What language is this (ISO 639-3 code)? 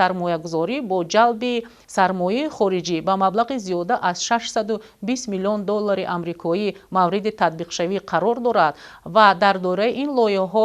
tgk